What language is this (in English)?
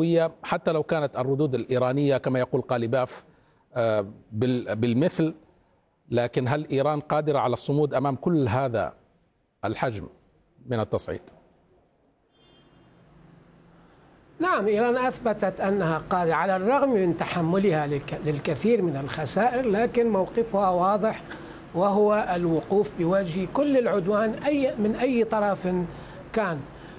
Arabic